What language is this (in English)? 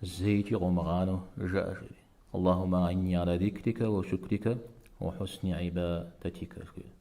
Kabardian